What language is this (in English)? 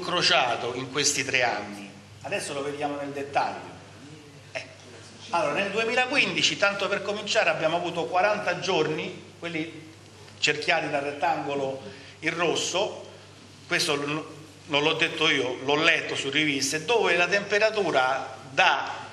Italian